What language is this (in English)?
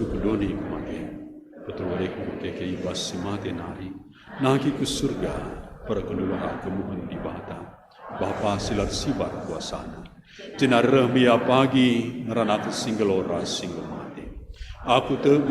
Batak Karo